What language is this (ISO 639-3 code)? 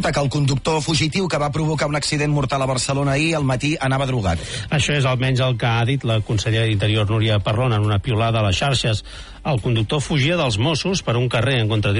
cat